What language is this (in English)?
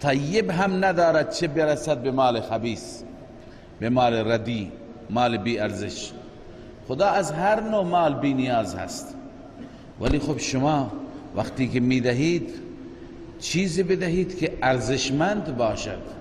Persian